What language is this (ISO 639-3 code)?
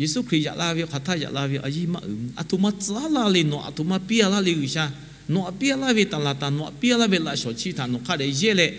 lhu